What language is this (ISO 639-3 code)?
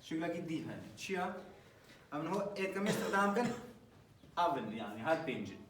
kur